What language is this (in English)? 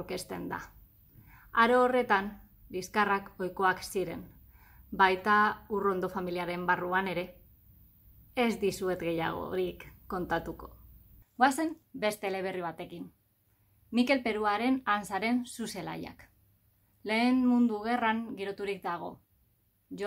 Basque